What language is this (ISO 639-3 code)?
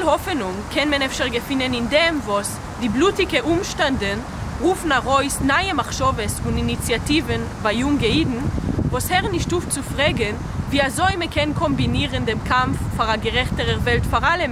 yid